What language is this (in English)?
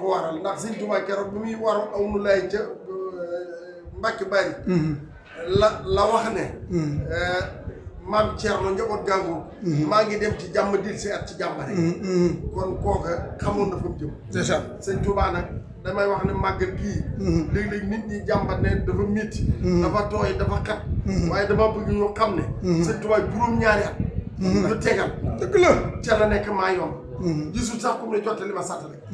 Wolof